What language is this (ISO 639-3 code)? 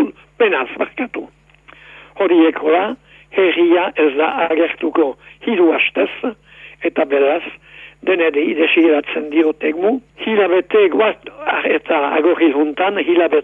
eus